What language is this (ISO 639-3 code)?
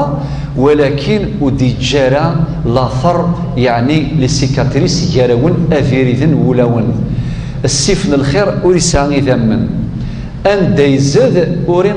kab